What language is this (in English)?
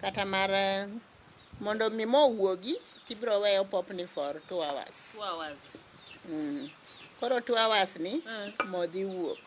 Luo (Kenya and Tanzania)